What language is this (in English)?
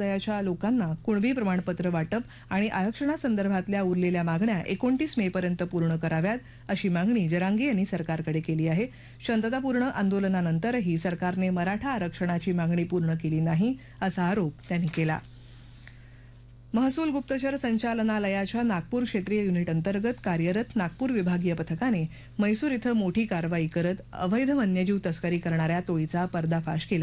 Marathi